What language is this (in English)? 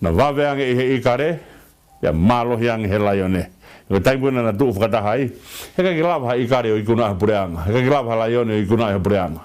Tongan